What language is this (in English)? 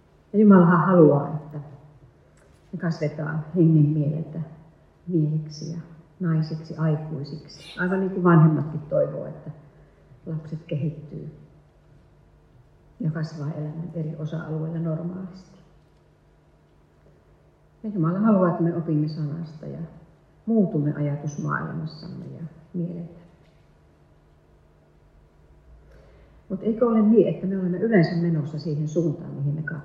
Finnish